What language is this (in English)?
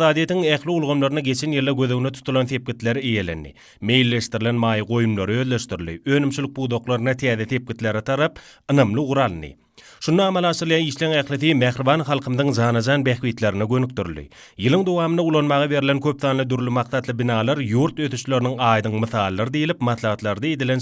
Turkmen